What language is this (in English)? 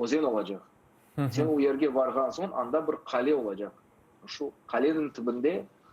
Crimean Tatar